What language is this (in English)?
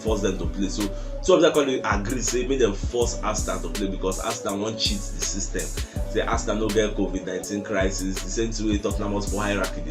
Nigerian Pidgin